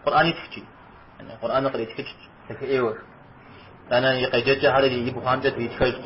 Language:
Kabardian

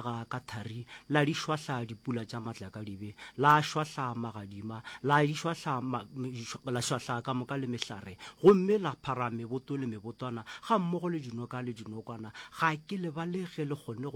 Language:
Northern Sotho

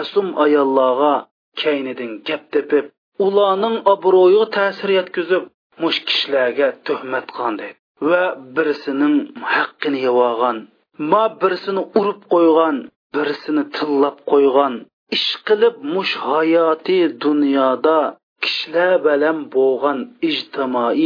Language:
Uyghur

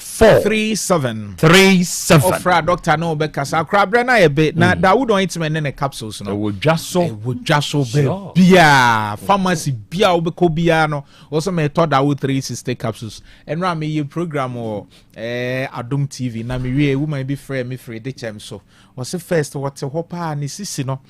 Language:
Akan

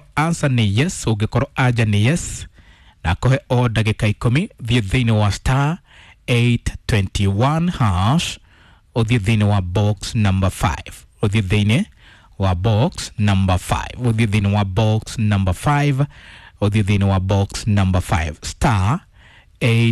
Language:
Kikuyu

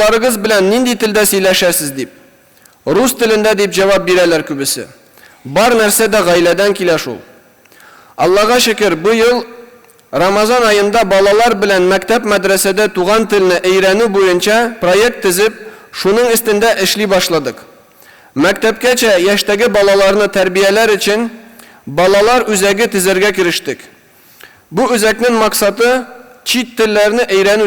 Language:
Tatar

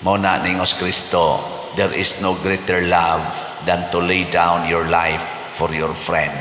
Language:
Cebuano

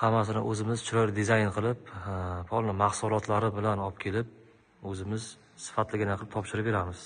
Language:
Uzbek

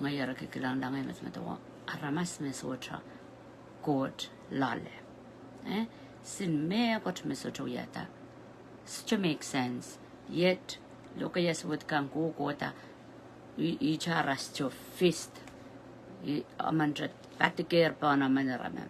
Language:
Pohnpeian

